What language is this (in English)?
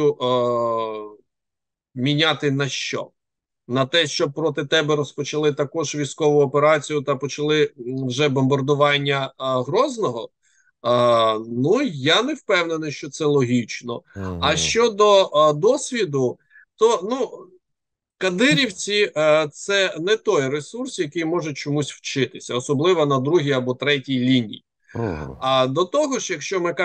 Ukrainian